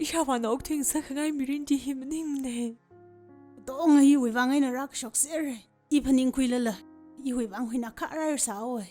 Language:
Tangkhul Naga (India)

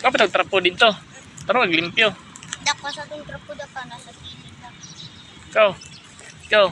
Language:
Cebuano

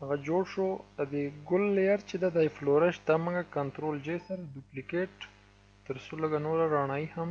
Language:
Pashto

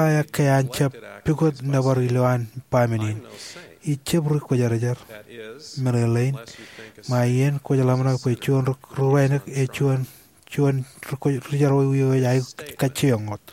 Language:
Marshallese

